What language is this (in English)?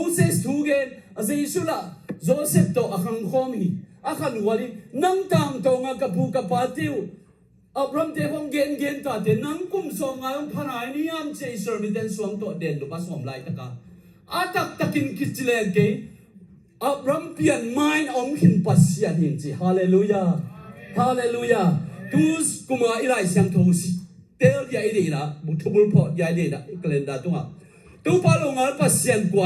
Tedim Chin